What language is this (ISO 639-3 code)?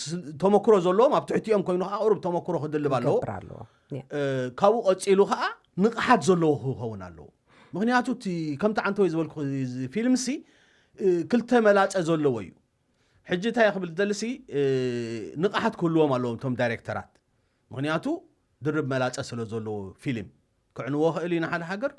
tir